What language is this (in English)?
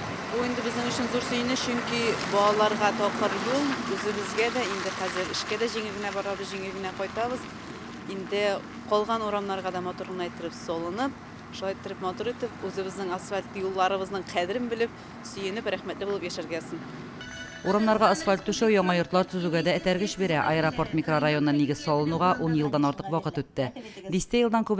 Tatar